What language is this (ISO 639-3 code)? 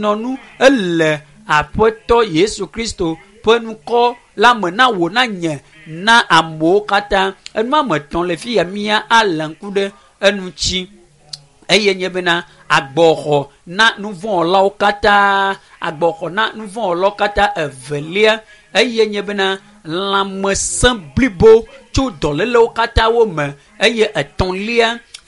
ewe